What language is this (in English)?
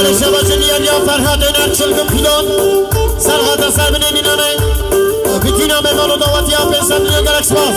Kurdish